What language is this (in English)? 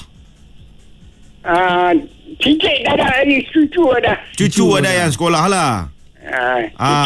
Malay